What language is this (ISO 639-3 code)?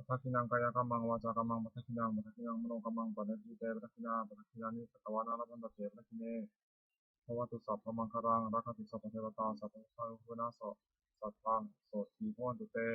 pli